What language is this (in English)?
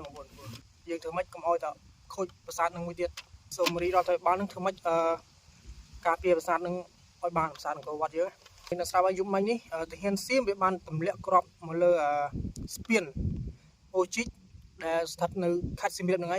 Khmer